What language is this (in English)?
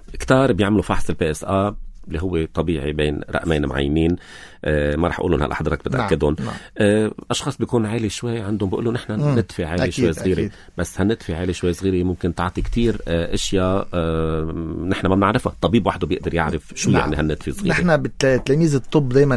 North Levantine Arabic